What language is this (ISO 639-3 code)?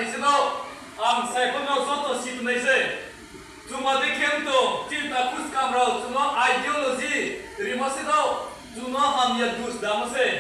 ria